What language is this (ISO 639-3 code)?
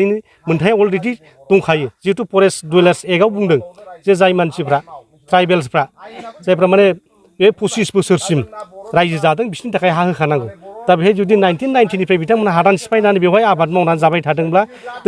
brx